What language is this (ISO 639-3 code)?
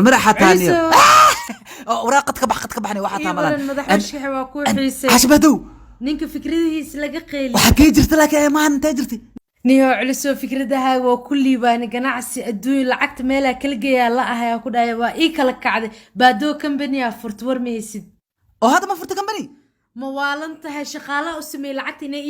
som